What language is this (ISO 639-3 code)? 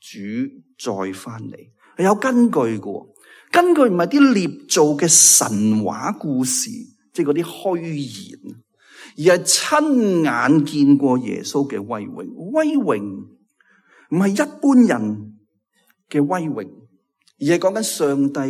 yue